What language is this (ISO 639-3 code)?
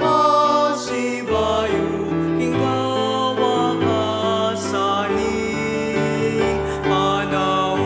pam